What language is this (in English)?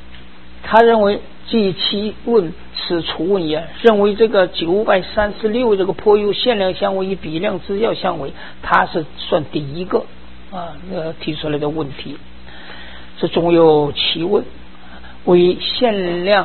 Chinese